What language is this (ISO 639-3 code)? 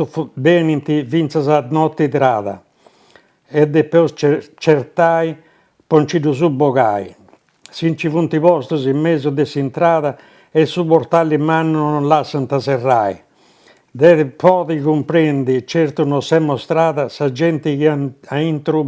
srd